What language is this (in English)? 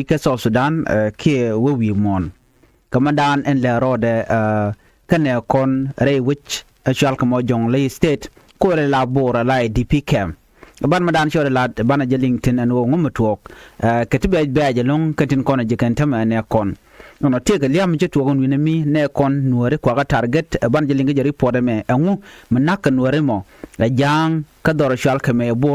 Nuer